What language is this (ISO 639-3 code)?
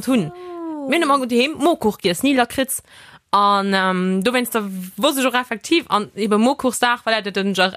ltz